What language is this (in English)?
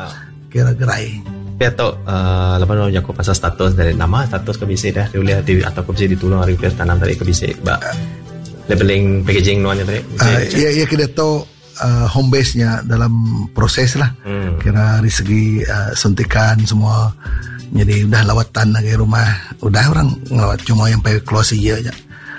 Iban